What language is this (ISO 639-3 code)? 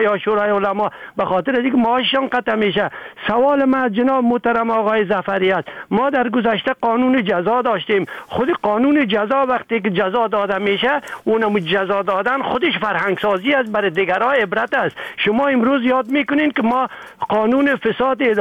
fas